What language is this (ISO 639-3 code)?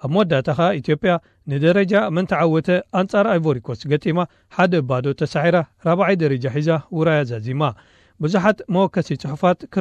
tir